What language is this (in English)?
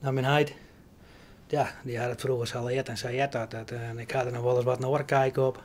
Western Frisian